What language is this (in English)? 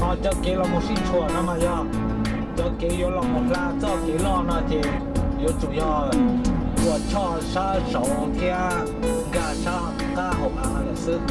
Hmong